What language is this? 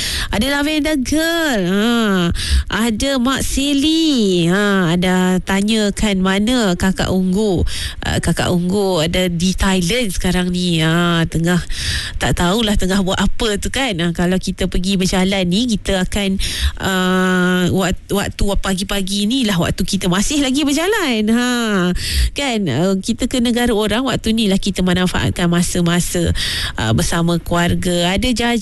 Malay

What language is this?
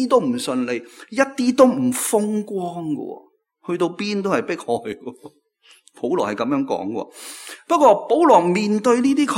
Cantonese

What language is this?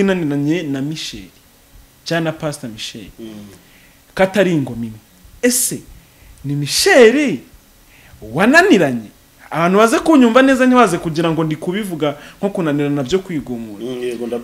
Kinyarwanda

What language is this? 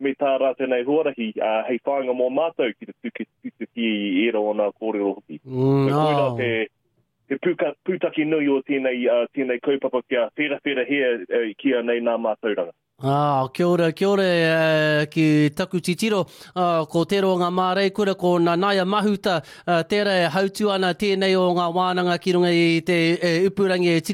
Māori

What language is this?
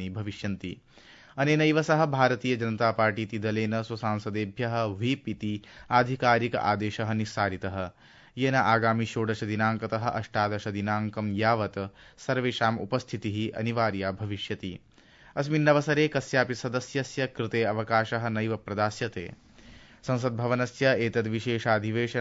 Sanskrit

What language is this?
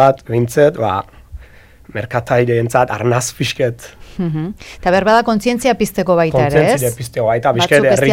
Basque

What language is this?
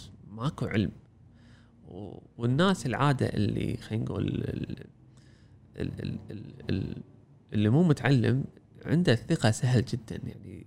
Gulf Arabic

